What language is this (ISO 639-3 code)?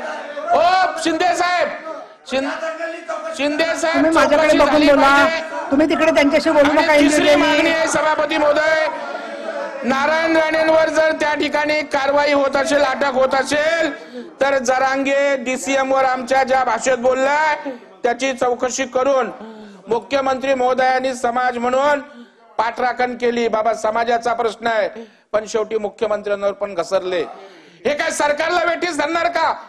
mar